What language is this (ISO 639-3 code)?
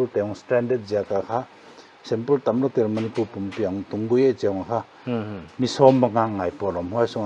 pck